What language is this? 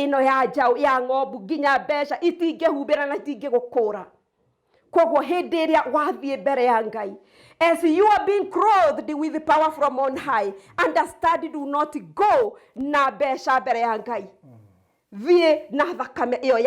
Kikuyu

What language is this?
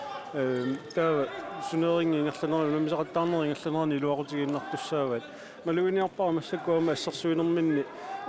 Kalaallisut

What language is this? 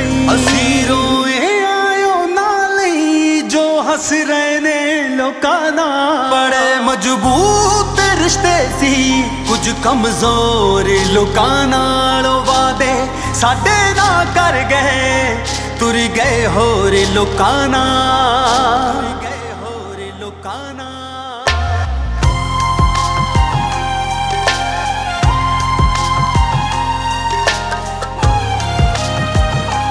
Punjabi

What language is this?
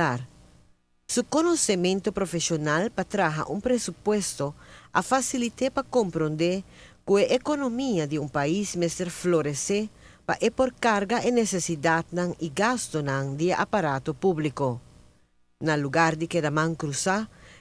Papiamento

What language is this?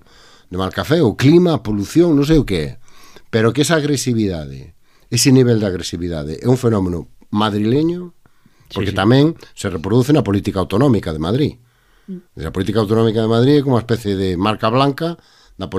Galician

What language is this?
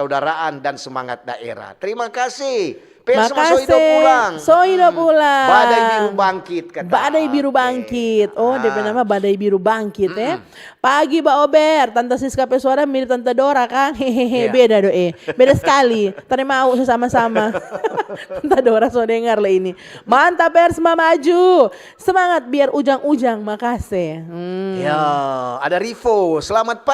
Manado Malay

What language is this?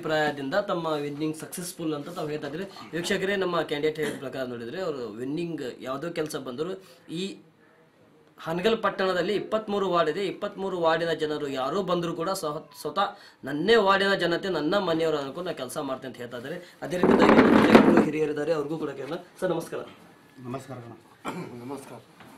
Kannada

